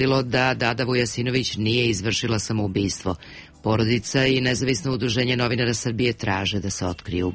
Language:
Serbian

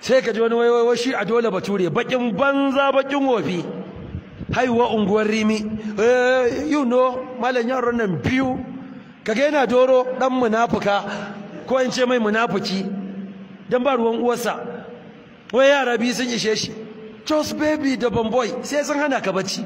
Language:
Hausa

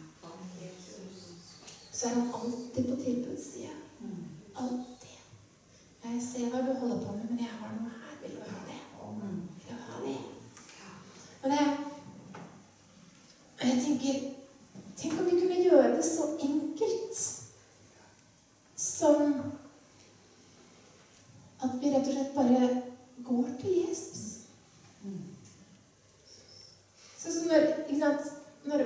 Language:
Norwegian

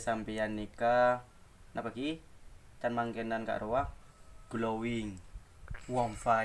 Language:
Madurese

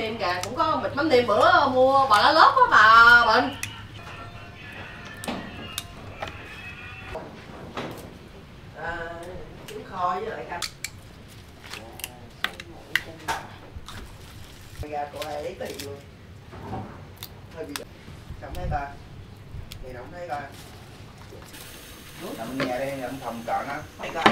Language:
Vietnamese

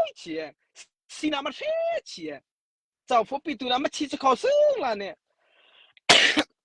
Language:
Mara Chin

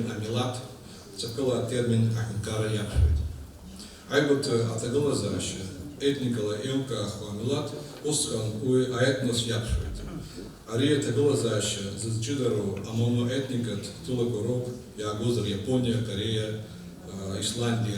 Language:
Abkhazian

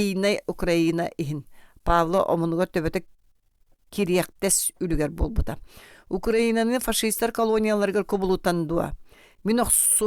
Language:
Yakut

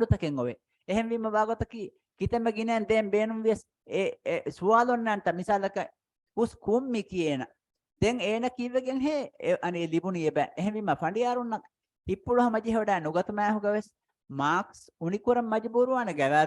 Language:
Divehi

